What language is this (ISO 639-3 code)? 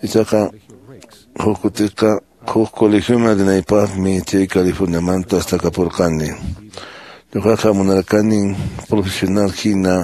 que